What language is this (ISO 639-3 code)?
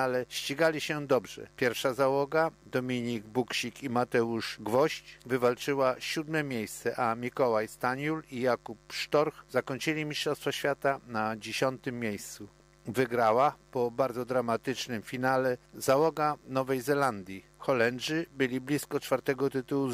pol